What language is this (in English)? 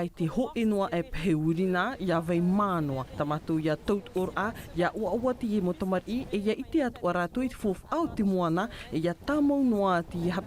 Tahitian